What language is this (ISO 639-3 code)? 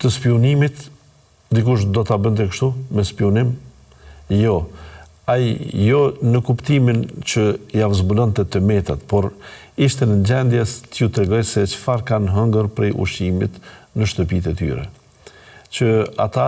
sqi